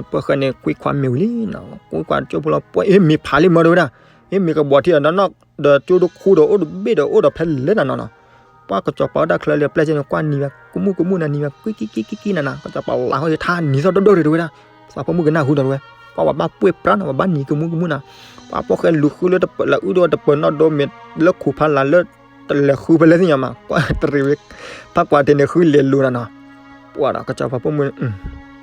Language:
S'gaw Karen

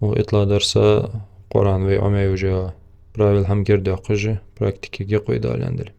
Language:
Ingush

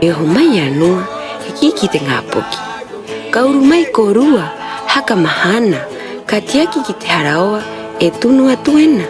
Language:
Rapanui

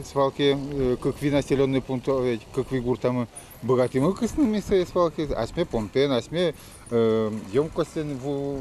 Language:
Udmurt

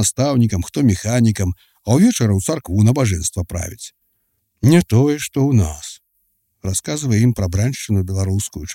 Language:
Belarusian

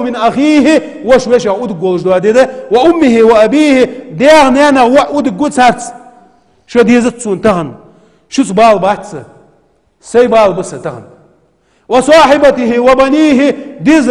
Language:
Ingush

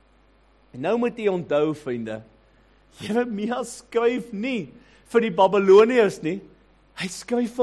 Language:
Afrikaans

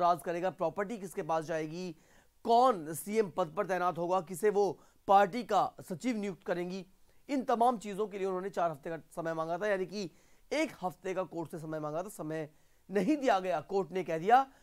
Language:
Hindi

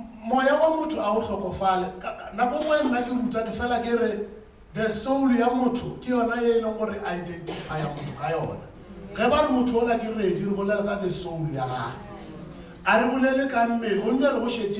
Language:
Northern Sotho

